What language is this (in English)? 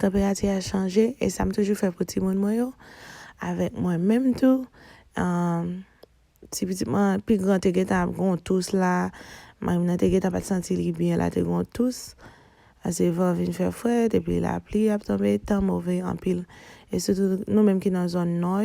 Haitian Creole